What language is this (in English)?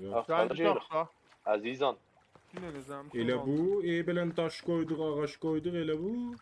South Azerbaijani